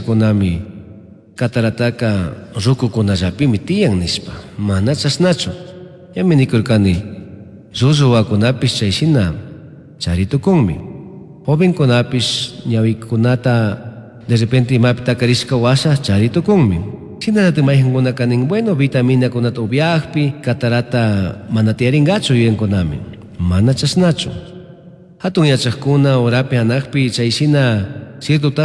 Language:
Chimborazo Highland Quichua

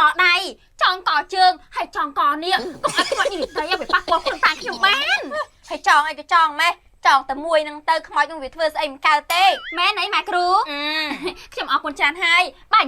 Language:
Khmer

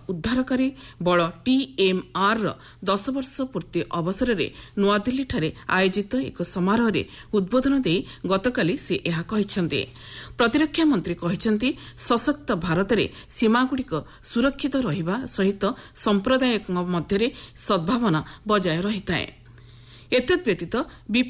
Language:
Odia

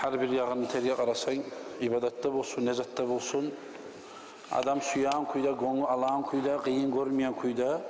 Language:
Kumyk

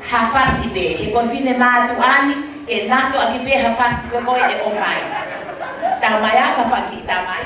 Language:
Tongan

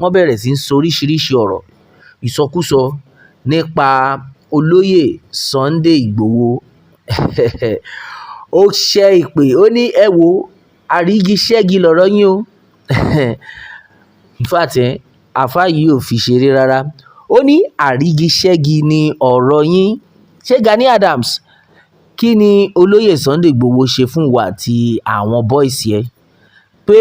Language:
Yoruba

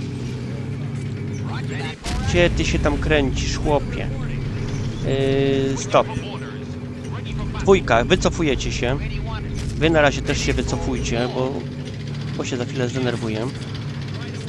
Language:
Polish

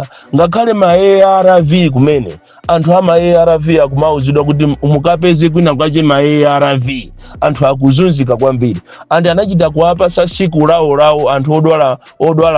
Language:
Nyanja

